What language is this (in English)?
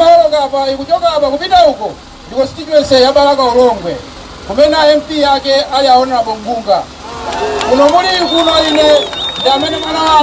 Nyanja